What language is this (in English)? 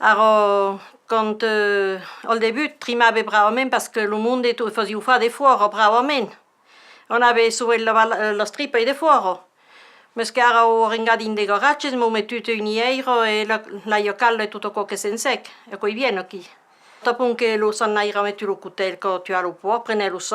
Occitan